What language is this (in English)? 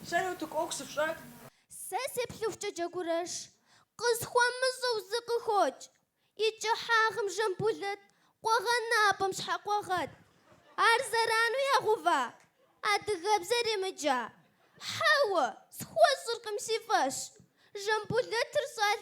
Kabardian